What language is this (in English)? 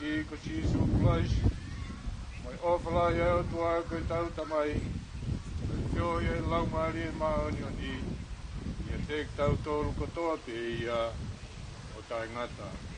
Tongan